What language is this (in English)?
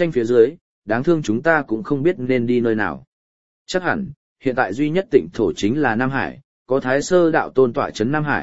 Vietnamese